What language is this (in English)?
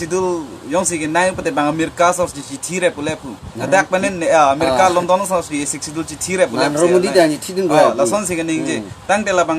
Karbi